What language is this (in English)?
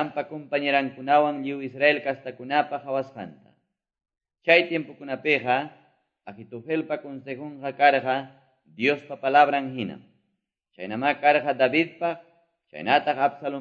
Quechua